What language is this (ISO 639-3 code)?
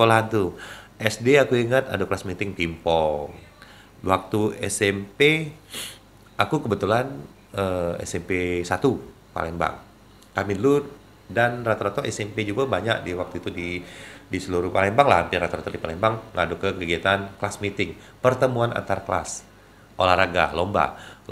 mui